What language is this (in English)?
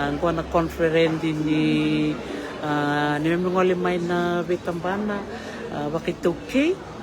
Fijian